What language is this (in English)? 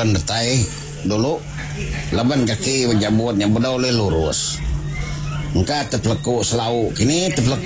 Iban